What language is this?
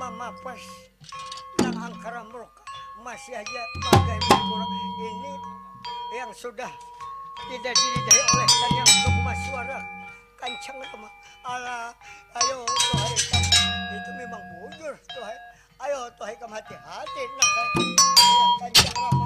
Banjar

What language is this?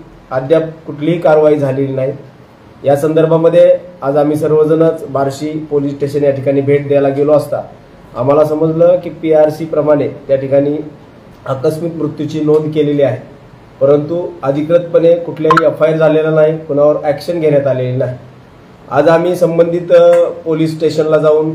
Marathi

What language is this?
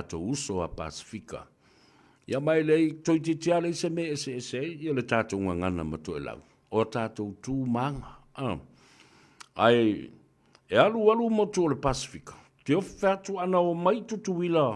Samoan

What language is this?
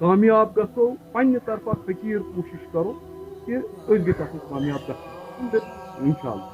Kashmiri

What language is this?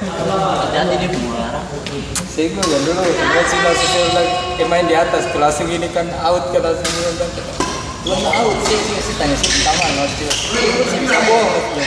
Ambonese Malay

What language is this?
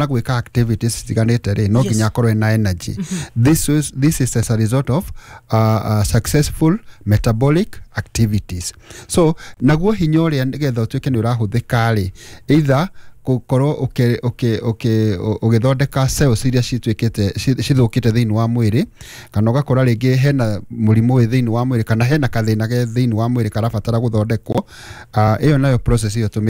Kikuyu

